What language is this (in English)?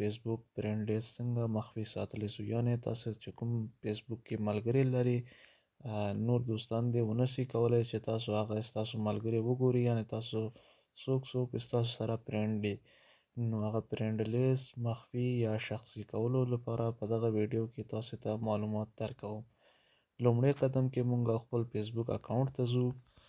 Pashto